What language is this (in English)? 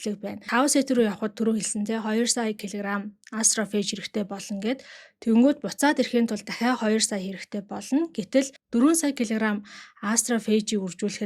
Mongolian